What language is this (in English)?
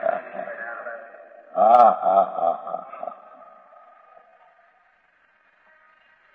Gujarati